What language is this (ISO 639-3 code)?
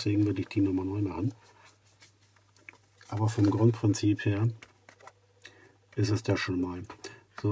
deu